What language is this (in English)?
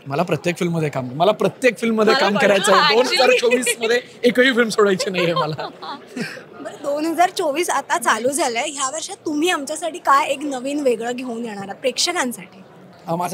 Marathi